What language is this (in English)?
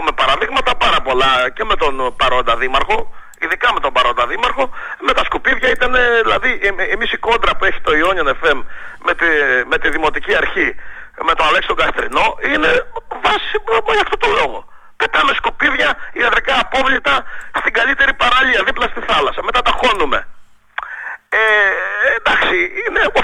Greek